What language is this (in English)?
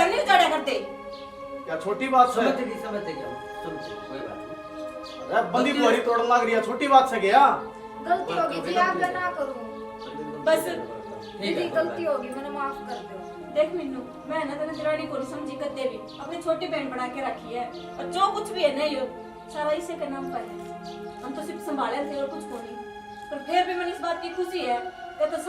Haryanvi